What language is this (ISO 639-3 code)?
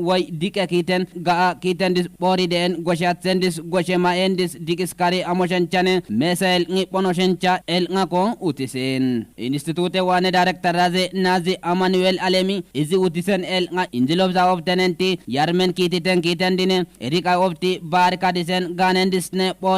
kbr